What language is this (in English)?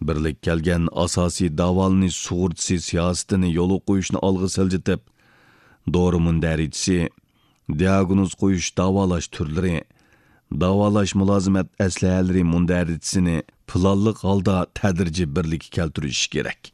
Uyghur